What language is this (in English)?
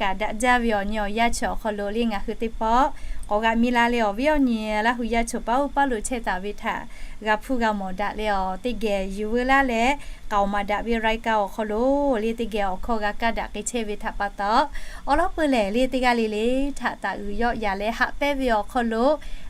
Lahu